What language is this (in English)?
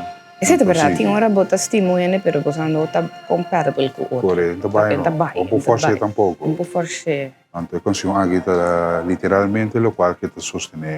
Papiamento